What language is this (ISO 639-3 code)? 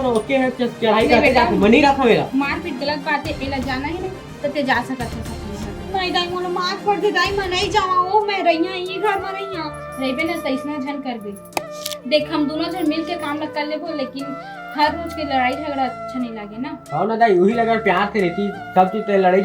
hne